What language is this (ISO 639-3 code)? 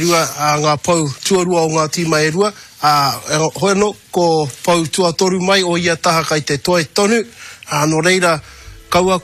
mri